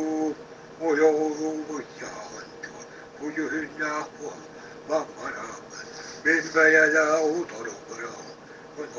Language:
Yakut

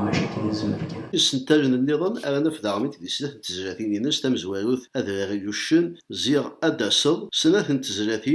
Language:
Kabyle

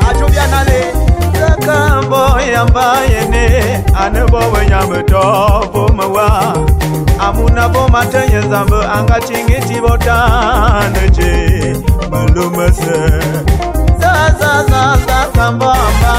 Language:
Bulu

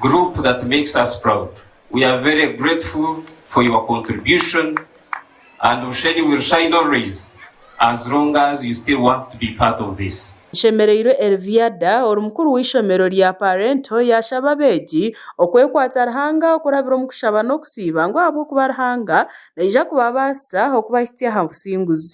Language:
Nyankole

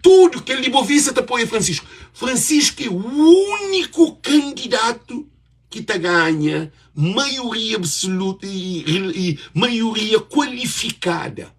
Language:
Kabuverdianu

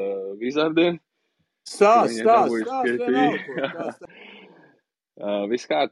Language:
Latvian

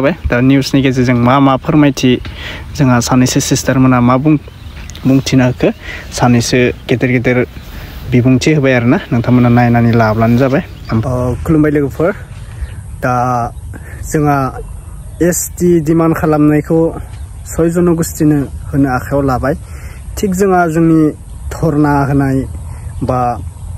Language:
Bodo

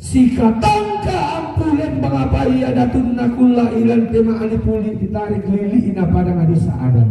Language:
Toraja-Sa'dan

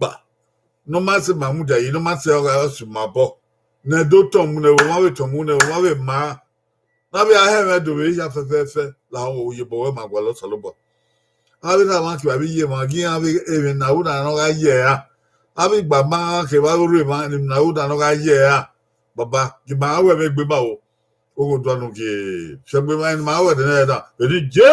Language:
Bini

